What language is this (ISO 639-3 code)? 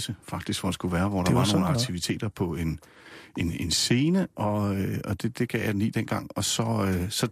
dan